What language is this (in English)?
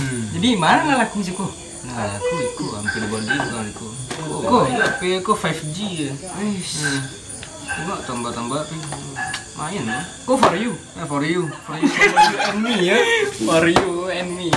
Minangkabau